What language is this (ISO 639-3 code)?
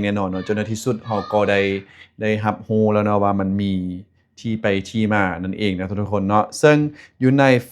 lao